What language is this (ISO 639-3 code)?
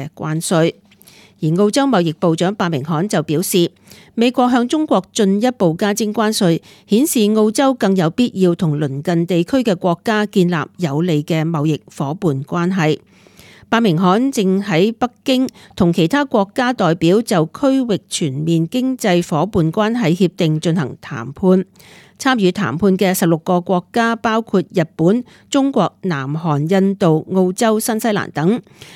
yue